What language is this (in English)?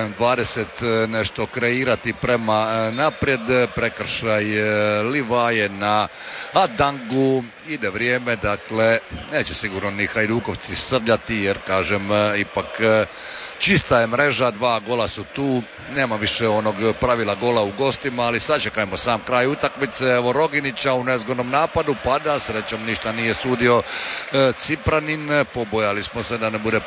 Croatian